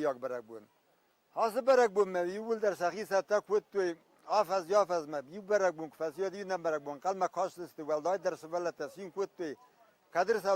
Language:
Ossetic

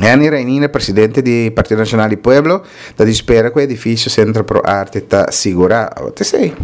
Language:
Papiamento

